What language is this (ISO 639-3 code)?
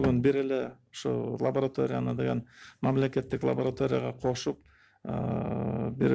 kir